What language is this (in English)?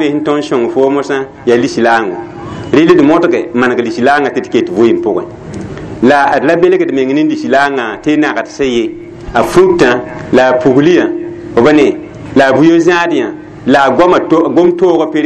Mossi